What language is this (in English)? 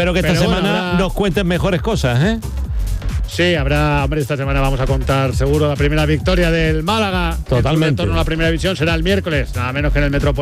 Spanish